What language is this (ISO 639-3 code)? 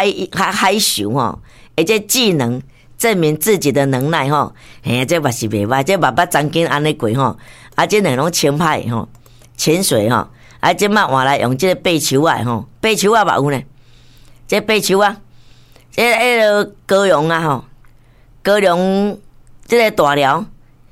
nan